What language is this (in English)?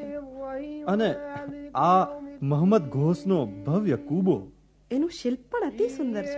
Gujarati